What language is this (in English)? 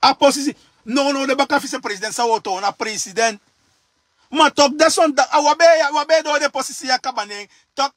Sranan Tongo